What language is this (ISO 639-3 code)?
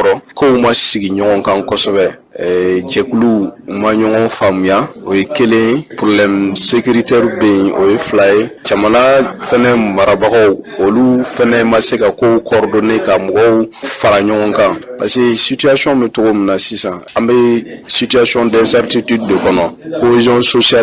bam